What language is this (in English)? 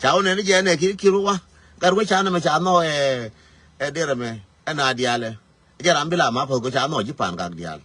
Nuer